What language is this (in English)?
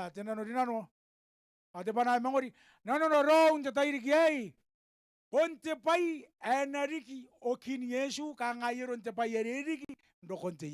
Gilbertese